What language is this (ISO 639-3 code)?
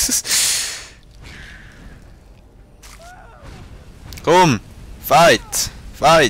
gsw